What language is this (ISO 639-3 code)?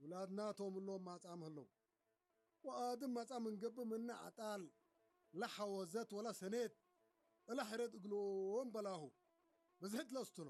tig